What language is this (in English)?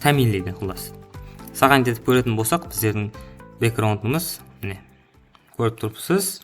Kara-Kalpak